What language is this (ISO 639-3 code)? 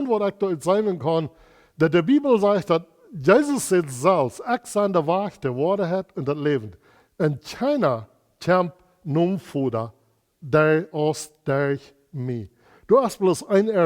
pdt